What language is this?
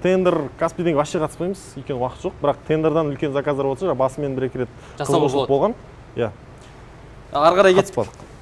Kazakh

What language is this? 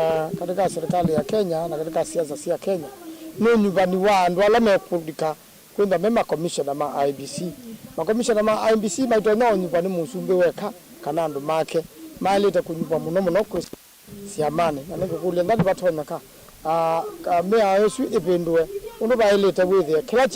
Kamba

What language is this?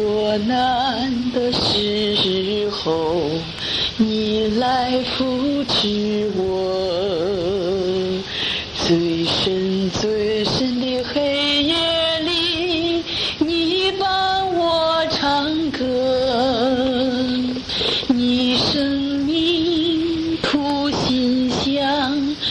Chinese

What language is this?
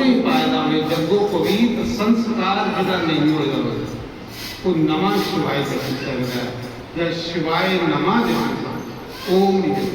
Dogri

